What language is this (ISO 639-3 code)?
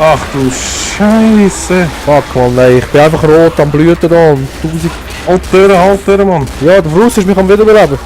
gsw